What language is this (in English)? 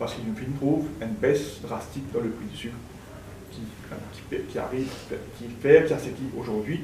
Morisyen